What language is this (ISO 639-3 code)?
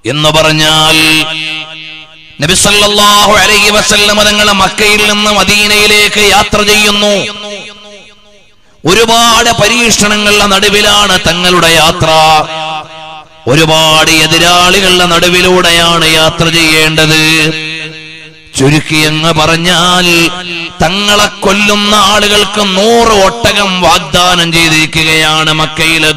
mal